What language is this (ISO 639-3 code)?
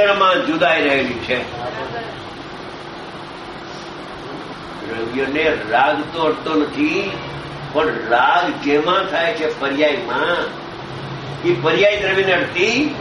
guj